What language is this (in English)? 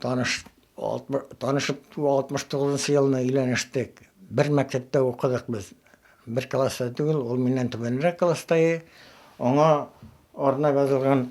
Bashkir